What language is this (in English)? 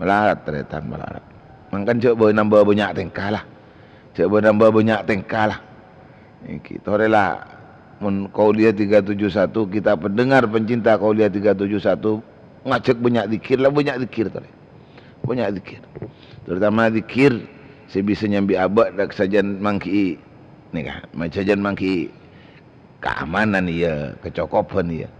Madurese